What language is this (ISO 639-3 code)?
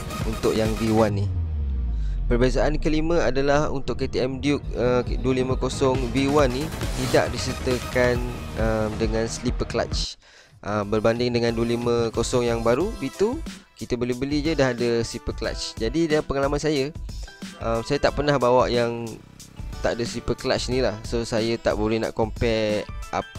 msa